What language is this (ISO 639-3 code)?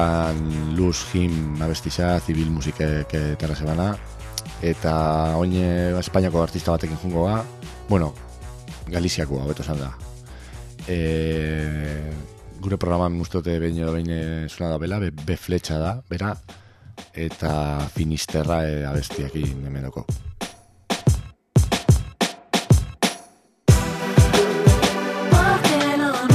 eus